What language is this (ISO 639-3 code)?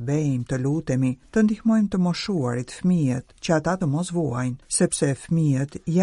sqi